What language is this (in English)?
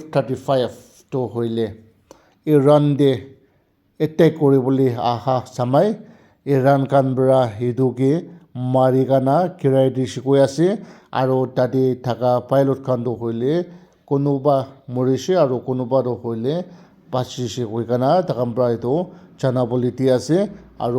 Naga Pidgin